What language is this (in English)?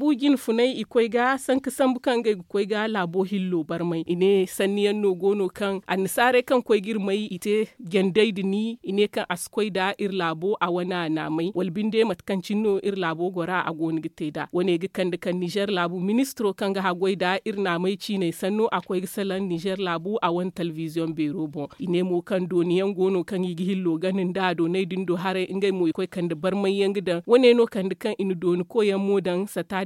Zarma